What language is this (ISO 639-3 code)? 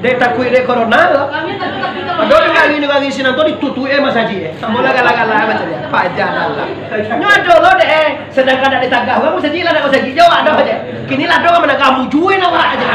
min